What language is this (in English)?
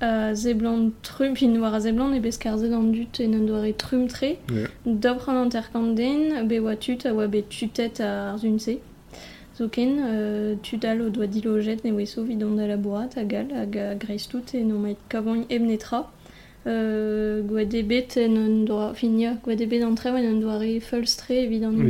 Breton